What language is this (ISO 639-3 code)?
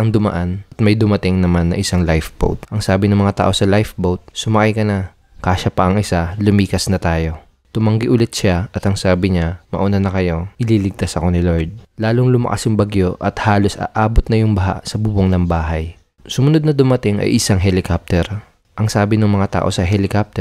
fil